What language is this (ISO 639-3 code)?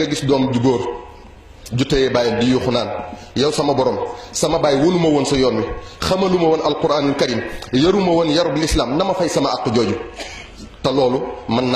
wol